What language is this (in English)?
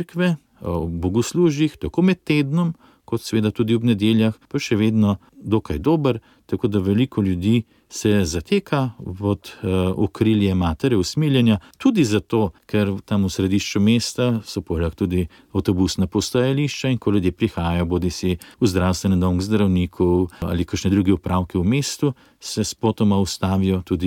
Slovenian